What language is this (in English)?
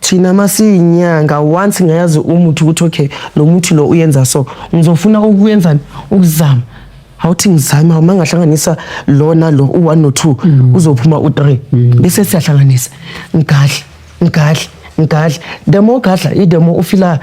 Zulu